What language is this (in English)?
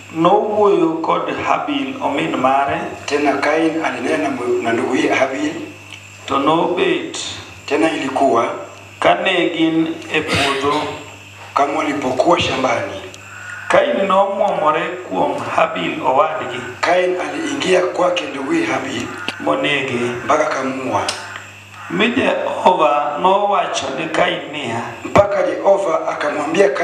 Luo (Kenya and Tanzania)